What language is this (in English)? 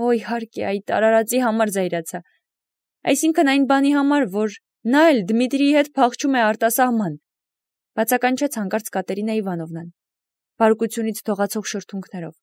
Armenian